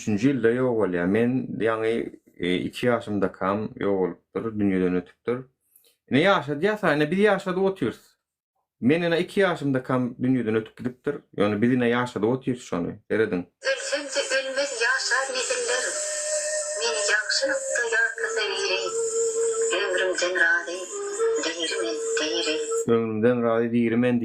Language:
Turkmen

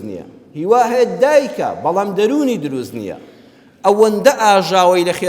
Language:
Central Kurdish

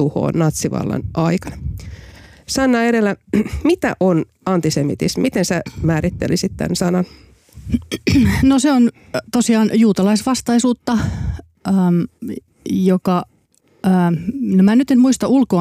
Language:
Finnish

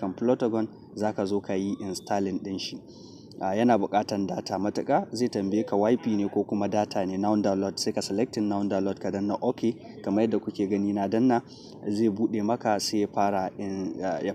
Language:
Hausa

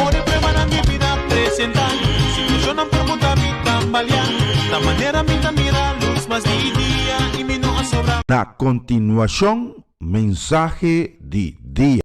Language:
Papiamento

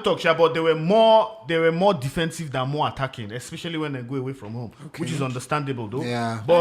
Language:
Nigerian Pidgin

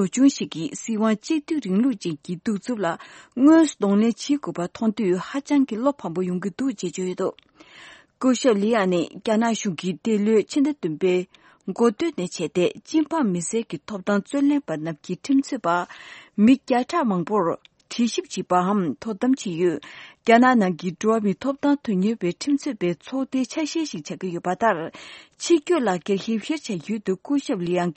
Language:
Tibetan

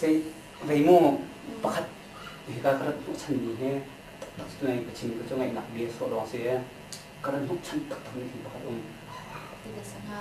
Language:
Hakha Chin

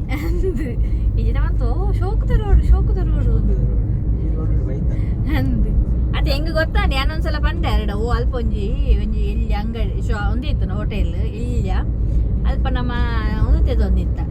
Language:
Tulu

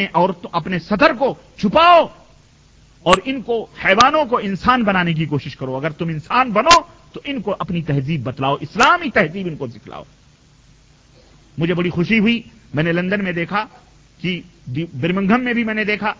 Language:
Urdu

